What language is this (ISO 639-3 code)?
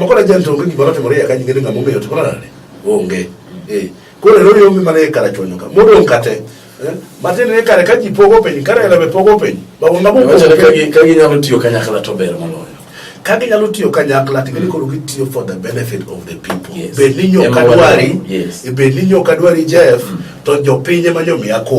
luo